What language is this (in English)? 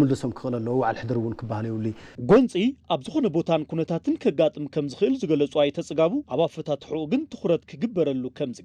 Tigrinya